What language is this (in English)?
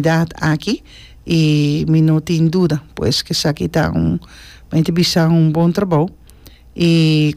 Papiamento